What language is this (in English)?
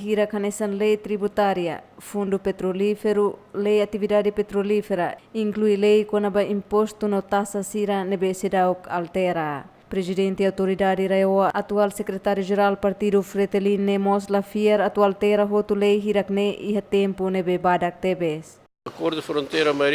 Tetum